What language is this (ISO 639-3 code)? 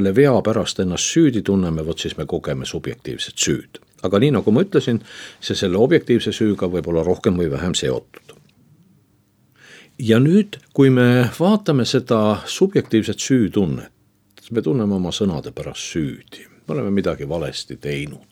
est